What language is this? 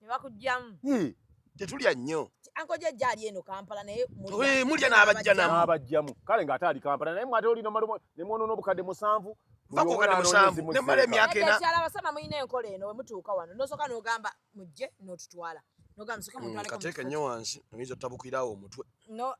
Ganda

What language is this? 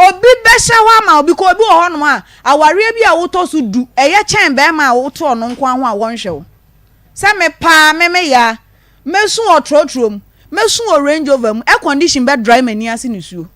Akan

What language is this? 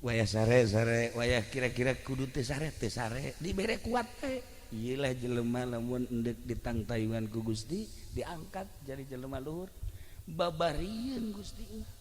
Sundanese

